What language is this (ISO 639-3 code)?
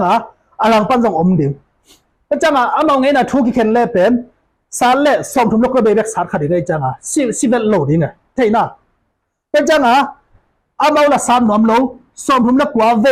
ctd